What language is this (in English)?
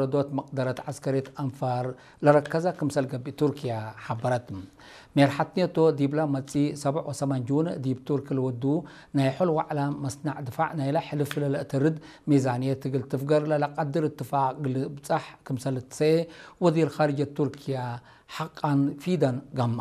Tigrinya